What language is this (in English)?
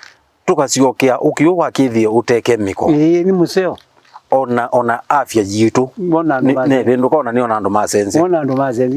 Kamba